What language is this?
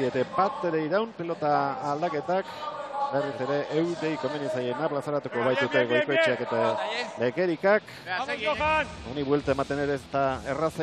Basque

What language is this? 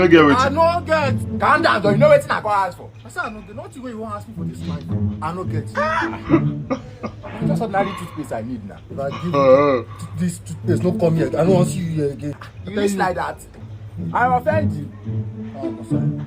Nigerian Pidgin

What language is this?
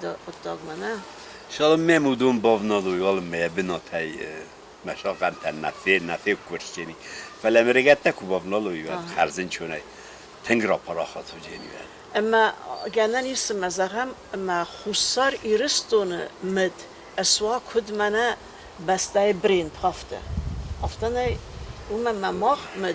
Ossetic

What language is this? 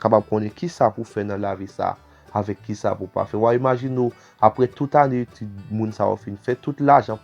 Haitian Creole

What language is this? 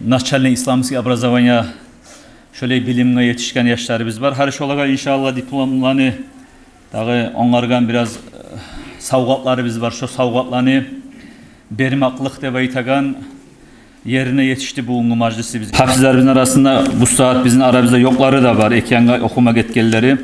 Kumyk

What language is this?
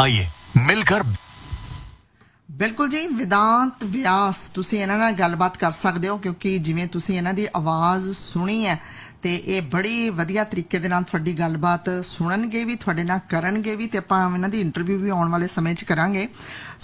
Punjabi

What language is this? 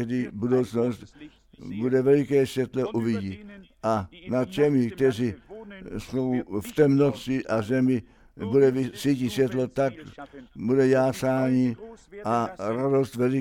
Czech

